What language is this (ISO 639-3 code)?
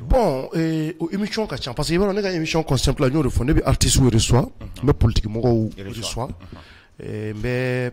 bam